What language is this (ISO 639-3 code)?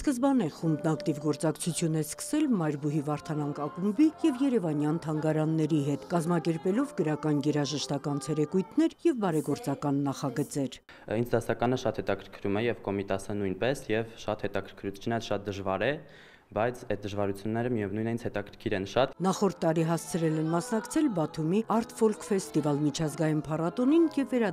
hye